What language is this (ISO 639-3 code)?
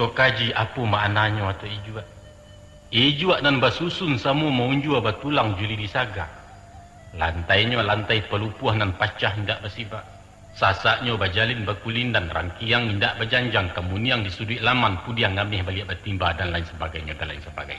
min